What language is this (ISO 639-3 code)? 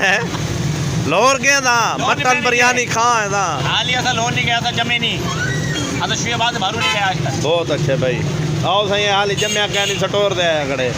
skr